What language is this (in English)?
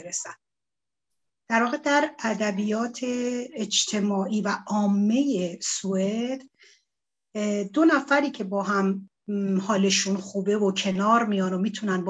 Persian